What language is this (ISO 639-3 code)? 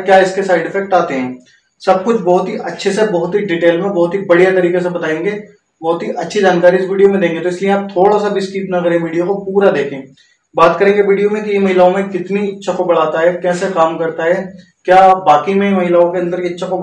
hin